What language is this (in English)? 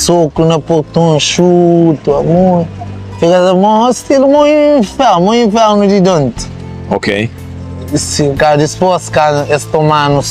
Kabuverdianu